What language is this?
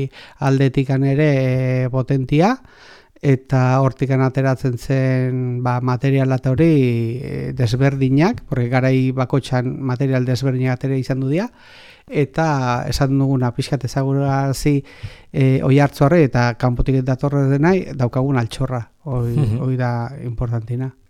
Basque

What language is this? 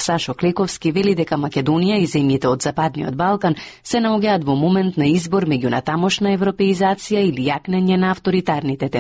Macedonian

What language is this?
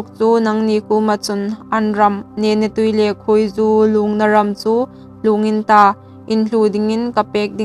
Hmar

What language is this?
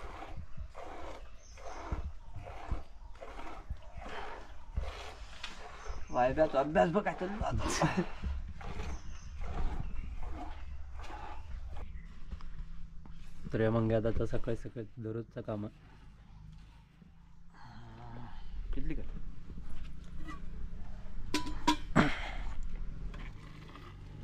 Marathi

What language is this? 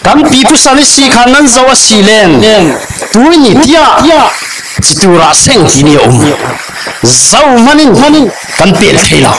Falam Chin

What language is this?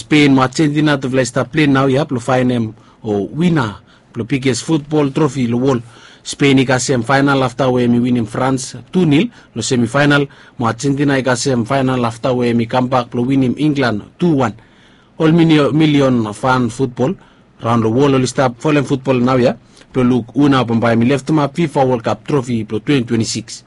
Bislama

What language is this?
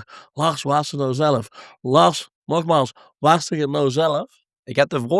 Limburgish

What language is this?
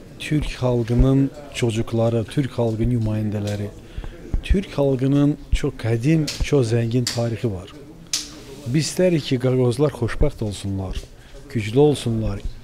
Gagauz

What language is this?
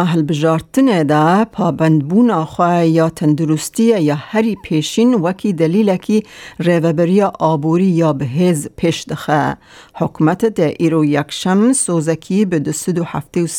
Kurdish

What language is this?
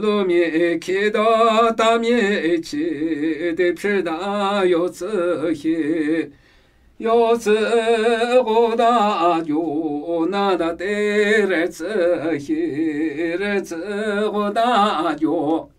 Namuyi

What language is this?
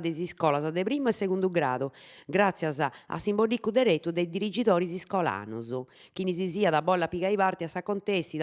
Sardinian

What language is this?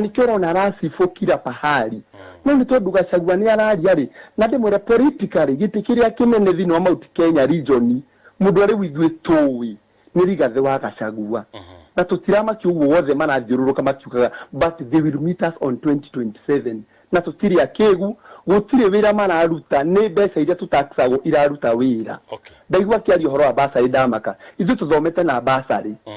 Kikuyu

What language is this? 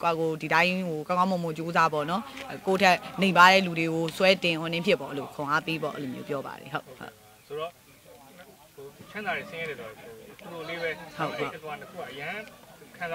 Burmese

